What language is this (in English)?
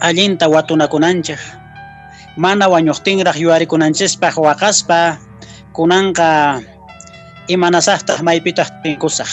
Quechua